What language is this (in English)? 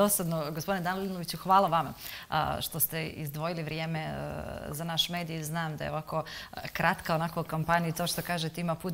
Serbian